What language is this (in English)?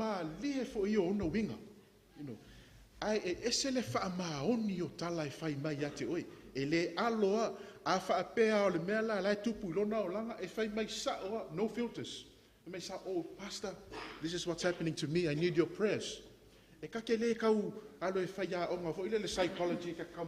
Samoan